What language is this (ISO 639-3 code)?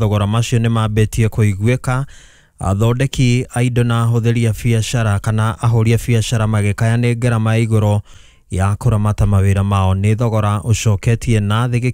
kik